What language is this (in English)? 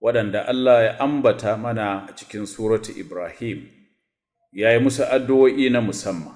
Hausa